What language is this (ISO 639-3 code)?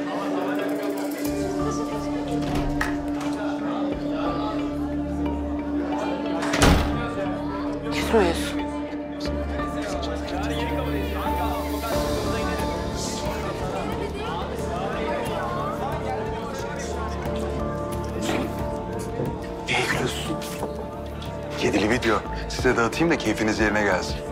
tur